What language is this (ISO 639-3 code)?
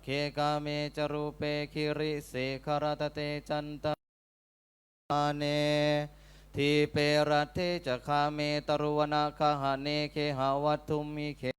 pli